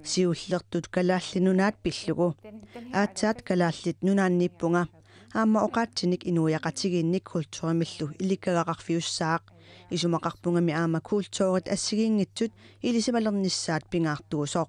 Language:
Kalaallisut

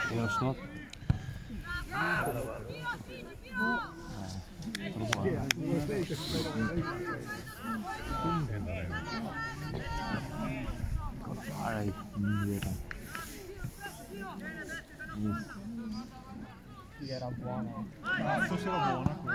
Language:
Italian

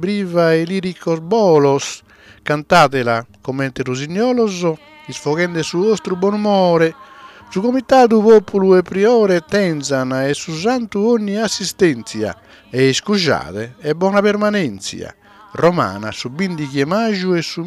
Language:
Sardinian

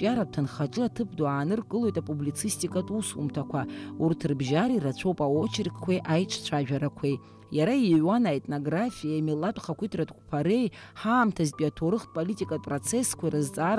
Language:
Abkhazian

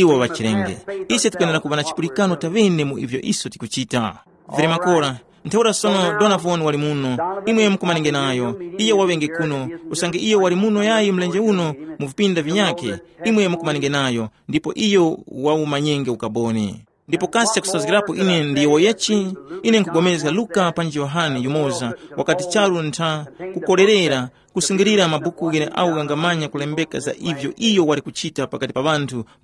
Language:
Tumbuka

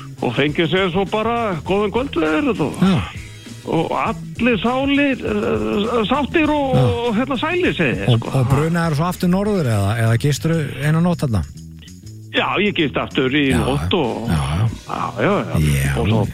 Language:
Icelandic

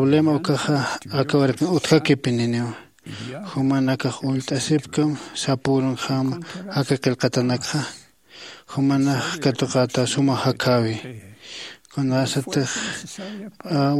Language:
Aymara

